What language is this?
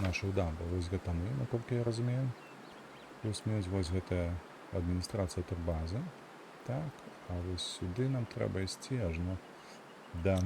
Belarusian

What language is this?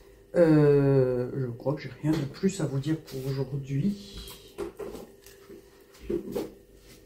French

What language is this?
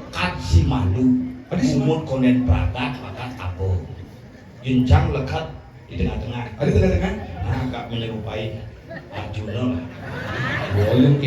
Balinese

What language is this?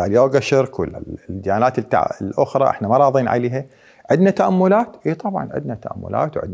Mesopotamian Arabic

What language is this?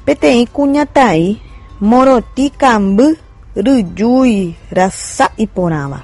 Guarani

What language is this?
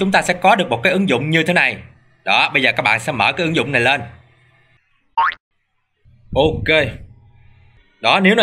Vietnamese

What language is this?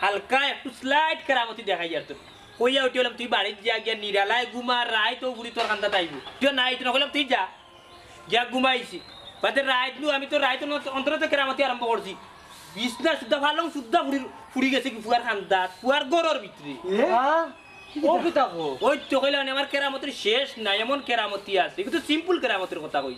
Sylheti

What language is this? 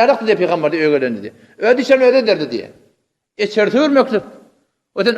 Turkmen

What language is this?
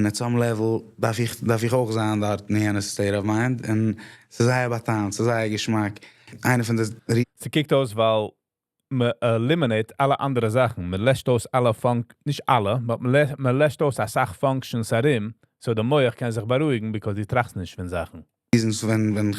Yiddish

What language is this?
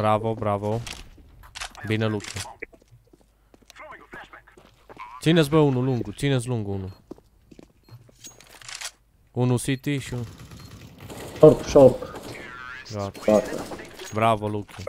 Romanian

